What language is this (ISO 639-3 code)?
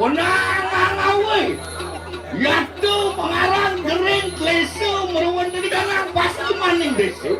ban